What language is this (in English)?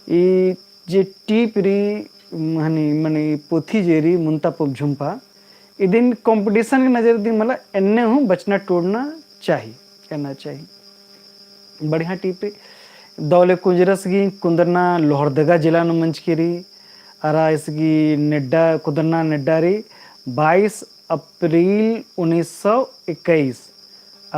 Kurukh